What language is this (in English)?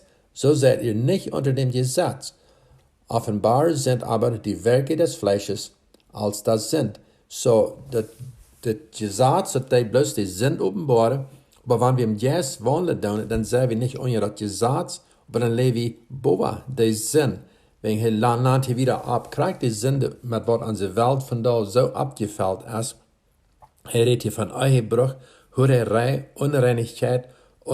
Plautdietsch